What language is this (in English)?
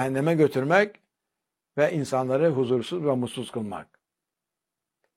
Turkish